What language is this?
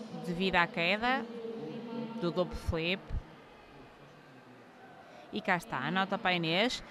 Portuguese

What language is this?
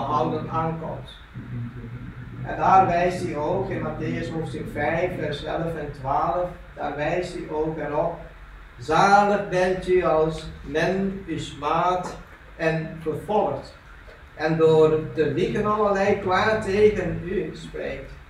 Dutch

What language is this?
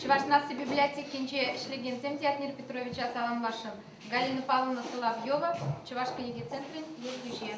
Chuvash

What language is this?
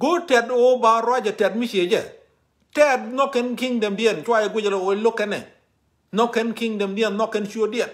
Nuer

